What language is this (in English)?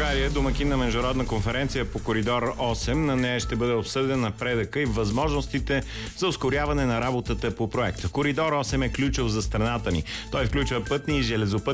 Bulgarian